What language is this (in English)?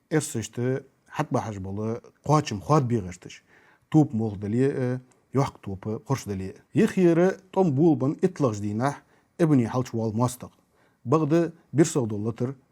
Ingush